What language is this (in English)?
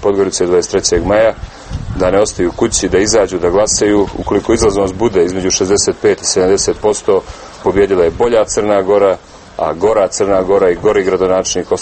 Serbian